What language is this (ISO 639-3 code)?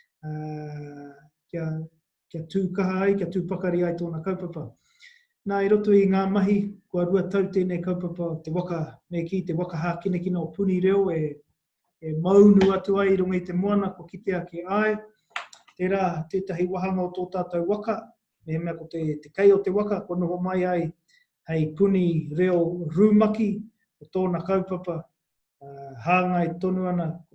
mri